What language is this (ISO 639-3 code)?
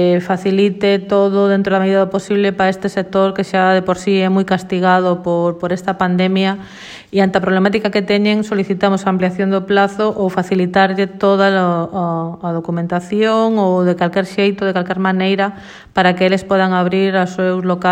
glg